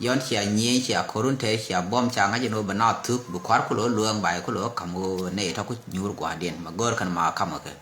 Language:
Nuer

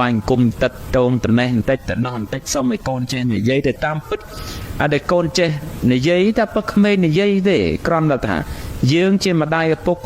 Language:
Khmer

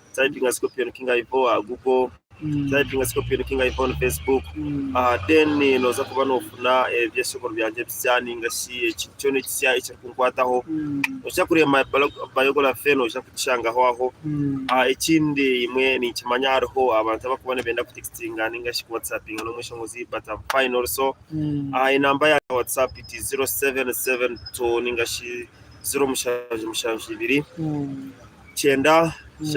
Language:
Nyankole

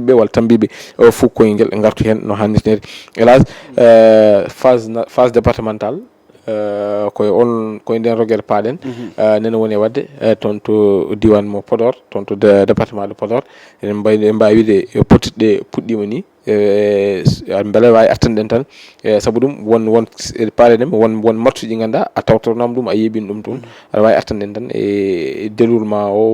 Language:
Fula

